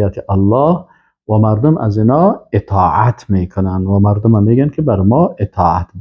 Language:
Persian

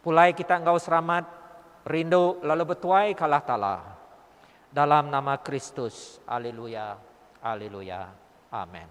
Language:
Iban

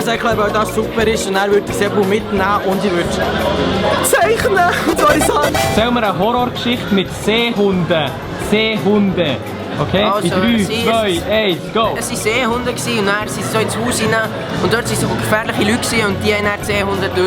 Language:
Swiss German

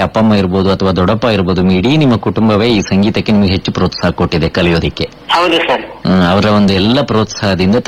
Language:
Kannada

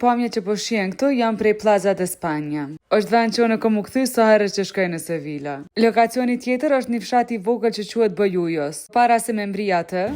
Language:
Albanian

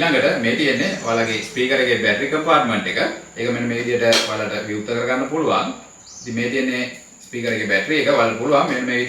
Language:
Sinhala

